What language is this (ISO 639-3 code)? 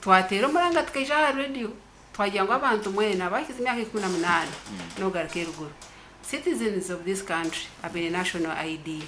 nyn